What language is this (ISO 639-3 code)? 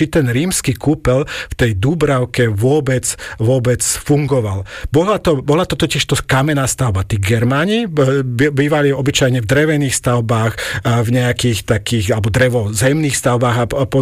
slk